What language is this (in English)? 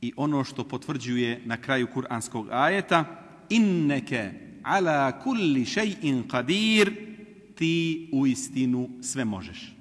Bosnian